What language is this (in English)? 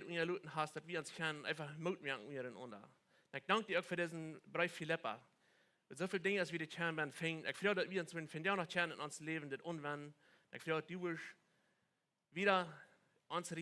Plautdietsch